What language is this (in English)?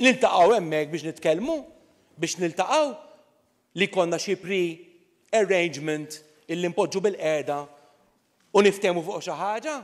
Maltese